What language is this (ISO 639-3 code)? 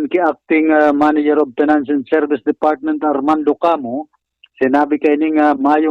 bik